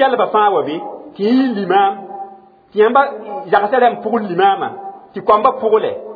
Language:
Mossi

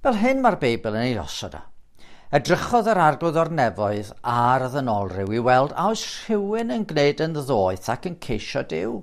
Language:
Welsh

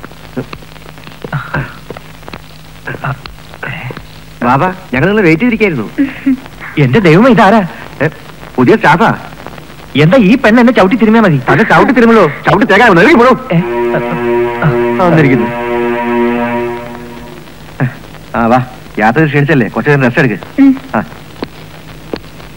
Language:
Malayalam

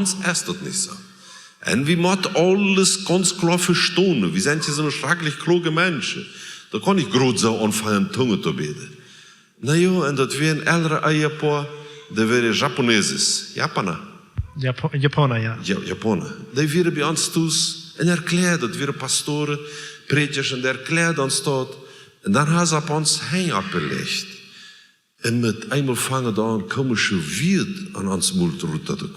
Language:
Plautdietsch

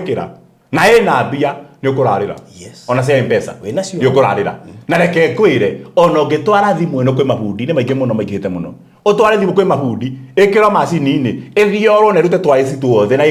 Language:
Kikuyu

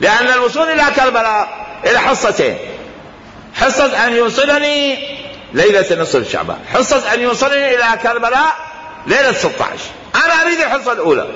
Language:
Mesopotamian Arabic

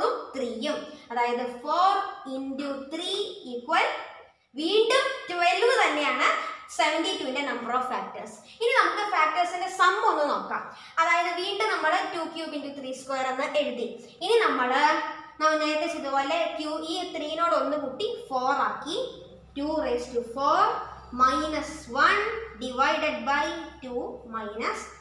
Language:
Malayalam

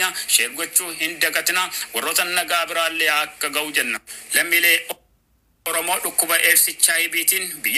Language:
Oromo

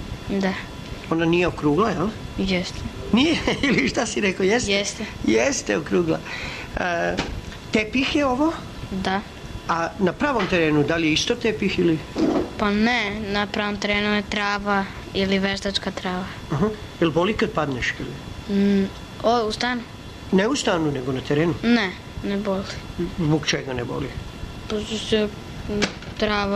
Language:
Serbian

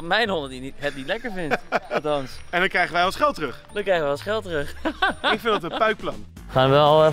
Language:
Dutch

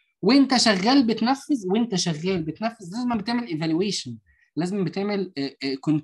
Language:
Egyptian Arabic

